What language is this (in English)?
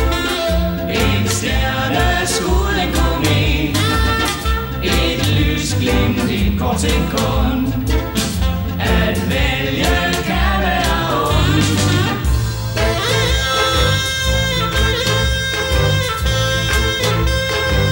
Danish